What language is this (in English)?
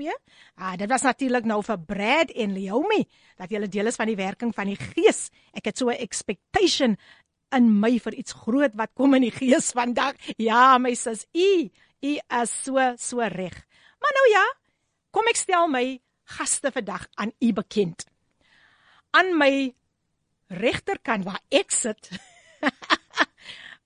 Afrikaans